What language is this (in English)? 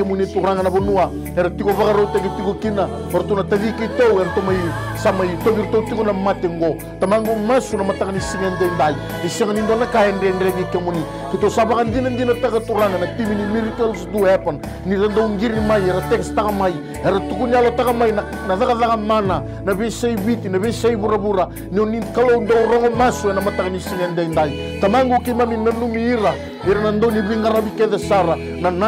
Fijian